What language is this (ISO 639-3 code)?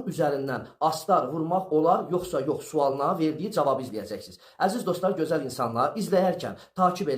aze